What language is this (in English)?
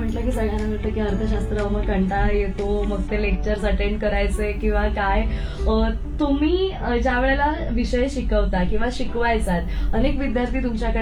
Marathi